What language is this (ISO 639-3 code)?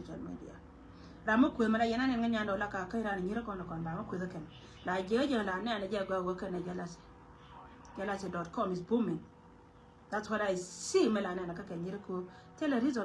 nus